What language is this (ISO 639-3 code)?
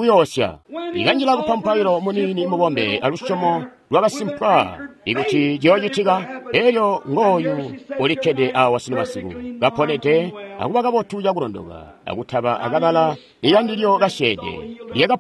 toi